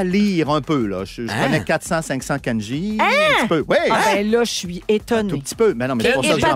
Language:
French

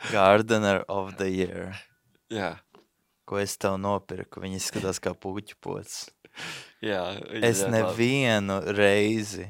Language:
Latvian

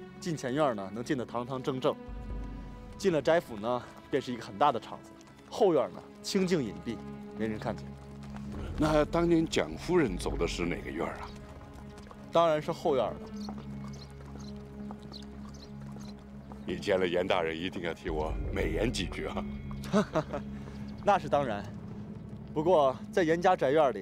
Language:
Chinese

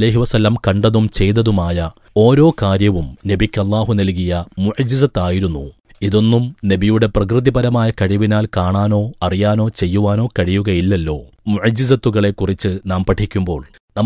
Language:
Malayalam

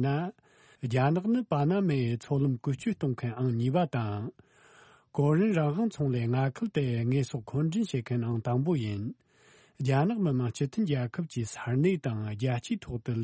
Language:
Tibetan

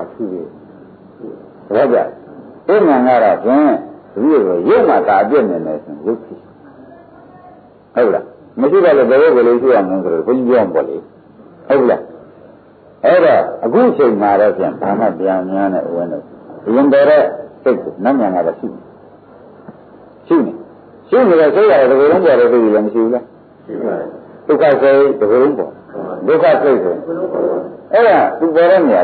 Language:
Burmese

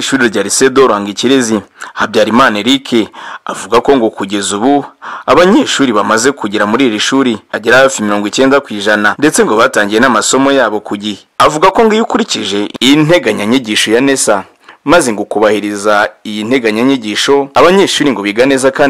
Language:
Kinyarwanda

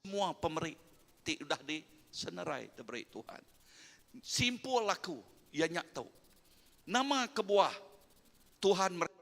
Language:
Iban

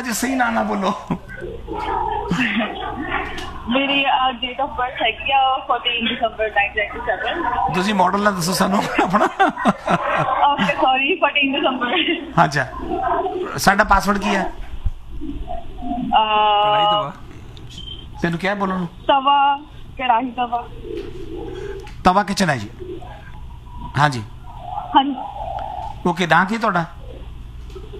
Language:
Punjabi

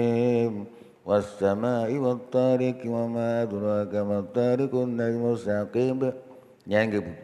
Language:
Achinese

